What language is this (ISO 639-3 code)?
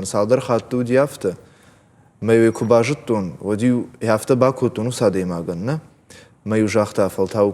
oss